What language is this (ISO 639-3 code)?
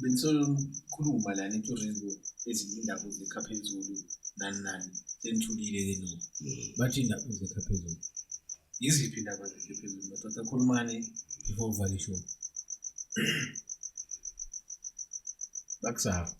zul